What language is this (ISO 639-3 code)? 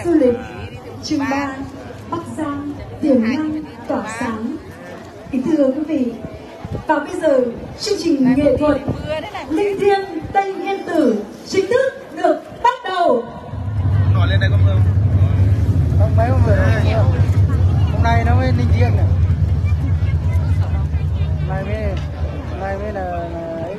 vie